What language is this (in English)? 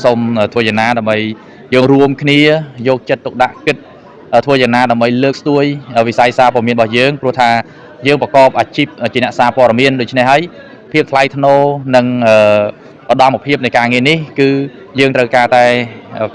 Khmer